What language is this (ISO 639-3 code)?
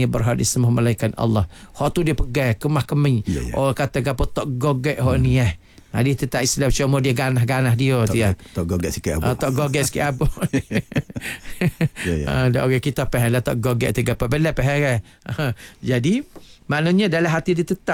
msa